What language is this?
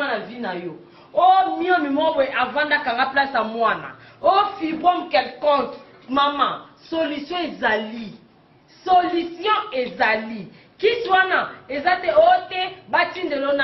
Lingala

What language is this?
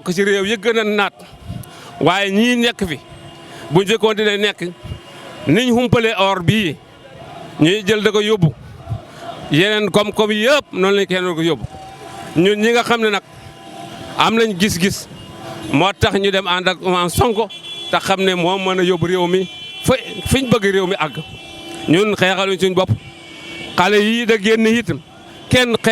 Wolof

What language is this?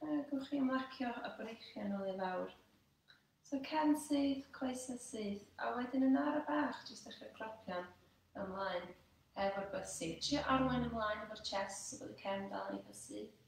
Welsh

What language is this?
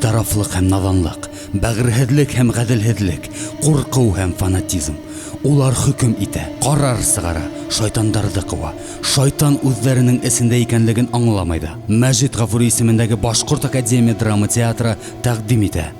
Bashkir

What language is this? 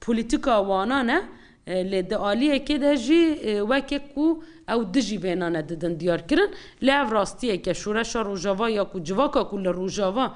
Kurdish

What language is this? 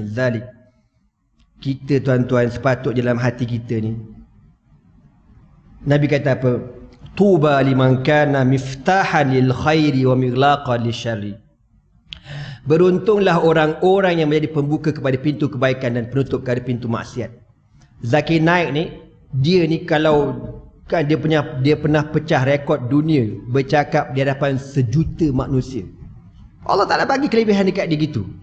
Malay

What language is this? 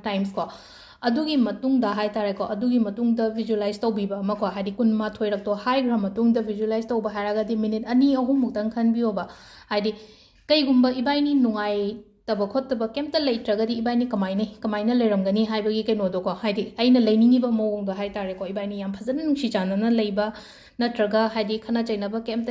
Manipuri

